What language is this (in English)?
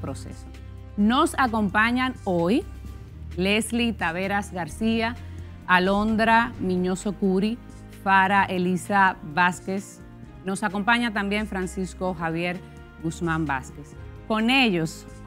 Spanish